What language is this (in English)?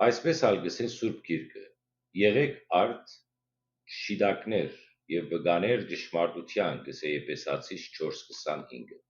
Western Armenian